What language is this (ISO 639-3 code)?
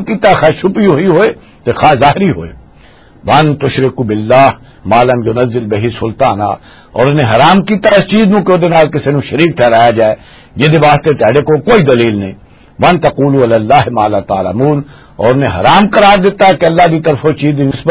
lah